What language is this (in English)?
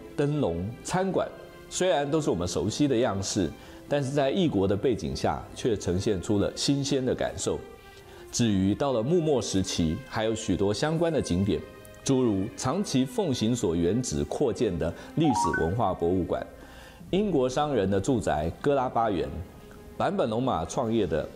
Chinese